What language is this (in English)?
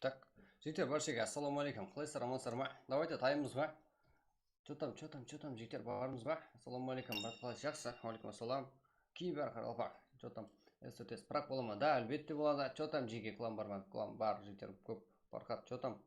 Kara-Kalpak